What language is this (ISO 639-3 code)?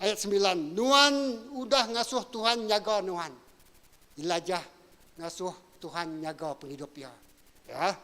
iba